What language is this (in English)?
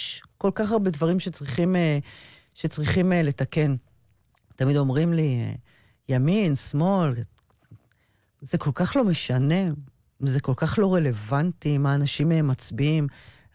Hebrew